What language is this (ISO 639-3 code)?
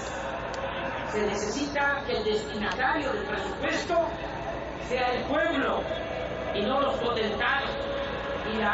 spa